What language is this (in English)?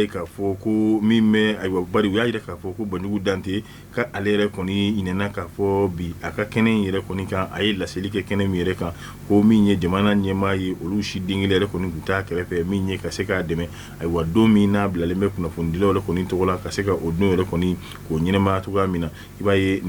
Bambara